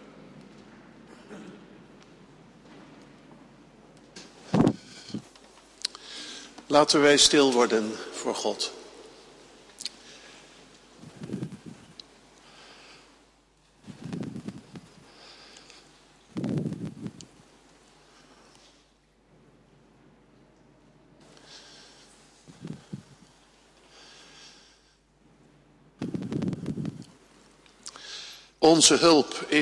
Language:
Dutch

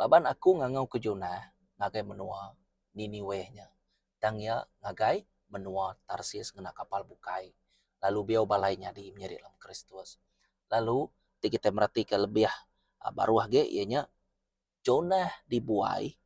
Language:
Iban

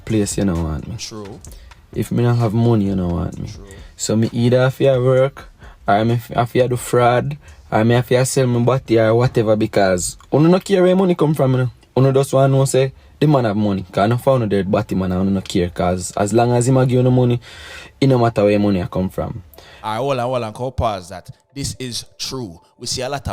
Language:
Jamaican Creole English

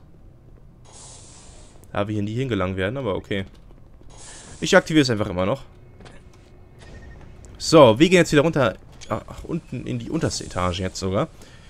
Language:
German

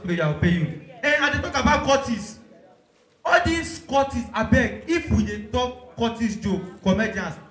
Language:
Nigerian Pidgin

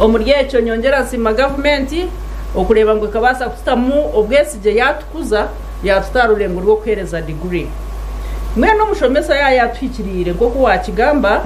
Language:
Nyankole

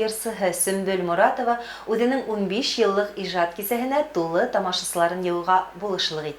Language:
Bashkir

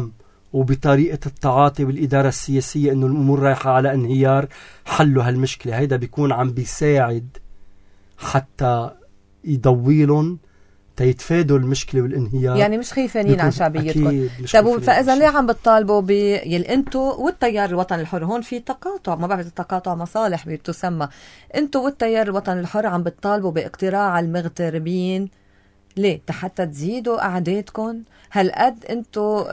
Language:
North Levantine Arabic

